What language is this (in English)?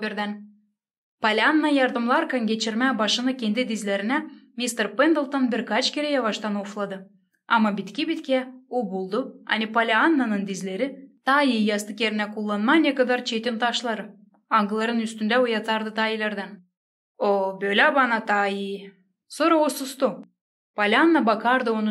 Gagauz